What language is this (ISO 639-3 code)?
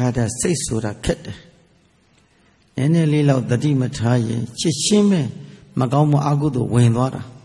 mya